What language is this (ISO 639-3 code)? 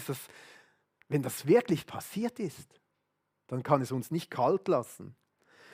gsw